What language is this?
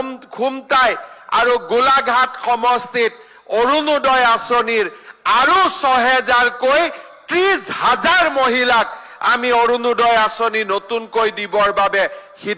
Assamese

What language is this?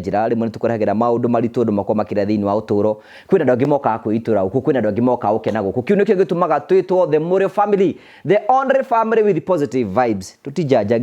Kikuyu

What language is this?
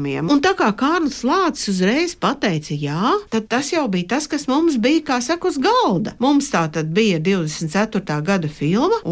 Latvian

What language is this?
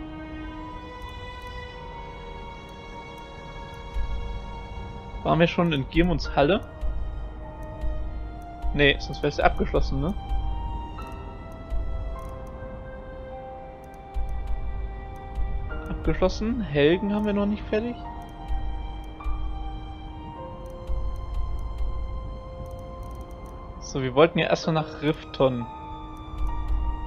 German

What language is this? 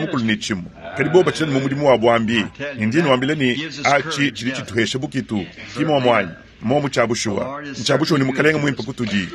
Luba-Lulua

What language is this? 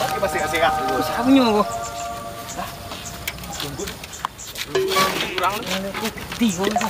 Minangkabau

